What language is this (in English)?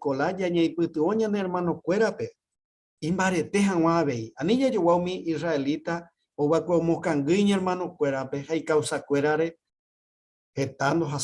Guarani